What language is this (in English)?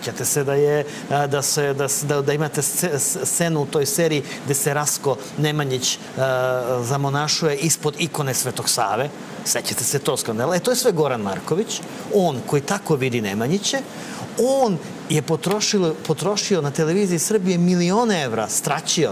Serbian